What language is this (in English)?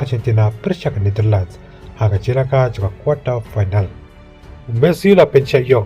Khasi